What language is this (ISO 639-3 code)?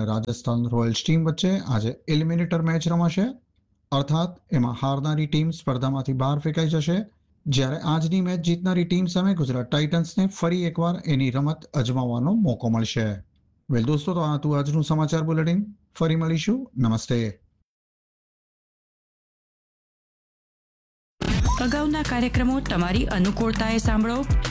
guj